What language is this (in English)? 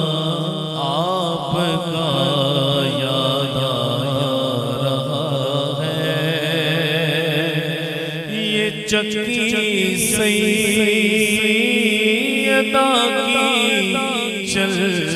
Urdu